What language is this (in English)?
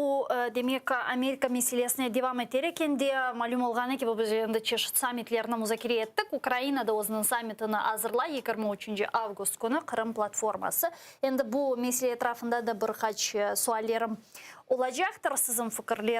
Crimean Tatar